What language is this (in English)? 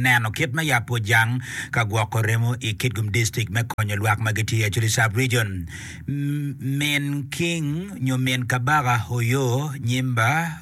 Acoli